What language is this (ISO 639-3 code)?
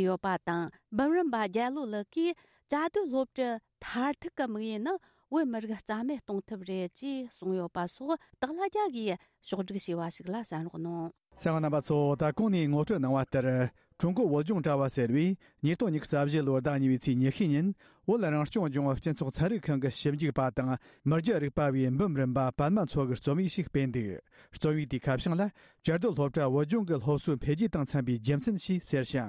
bod